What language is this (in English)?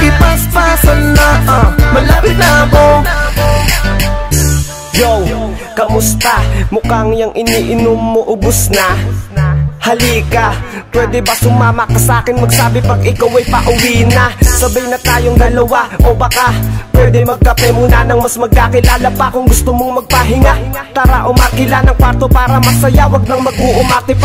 Filipino